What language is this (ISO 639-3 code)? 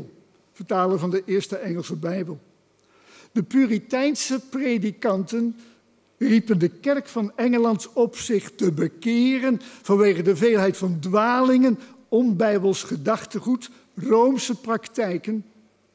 nld